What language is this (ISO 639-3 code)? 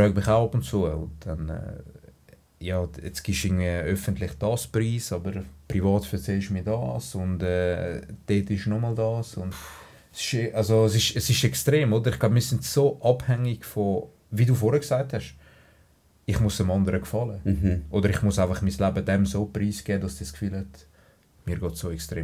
gsw